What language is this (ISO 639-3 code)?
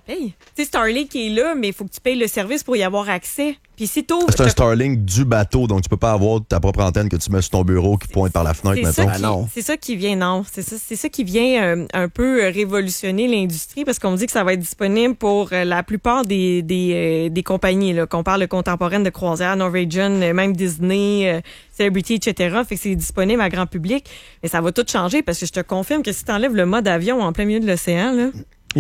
fra